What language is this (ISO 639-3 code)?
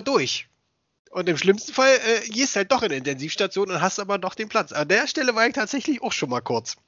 deu